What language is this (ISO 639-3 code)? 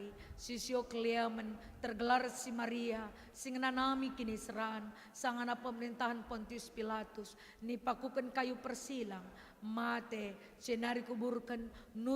btx